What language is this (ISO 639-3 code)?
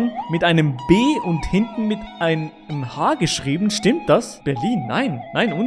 gsw